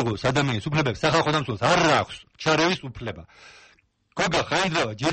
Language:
Georgian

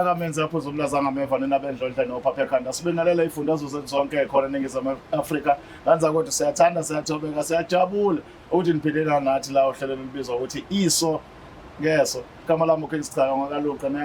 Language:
Zulu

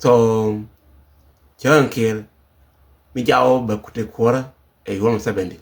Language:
Nuer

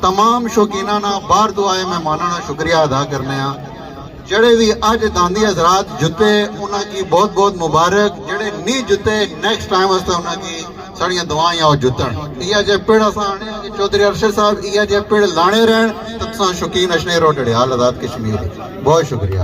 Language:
Pahari-Potwari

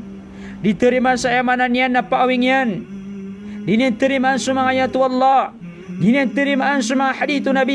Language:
Maranao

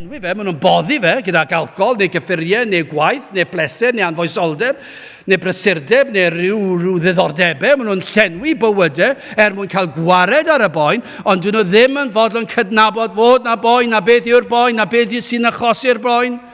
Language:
Welsh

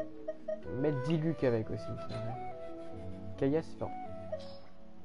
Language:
French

